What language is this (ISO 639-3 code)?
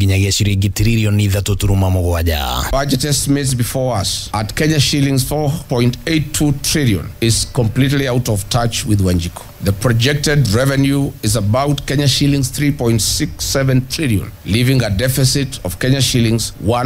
kik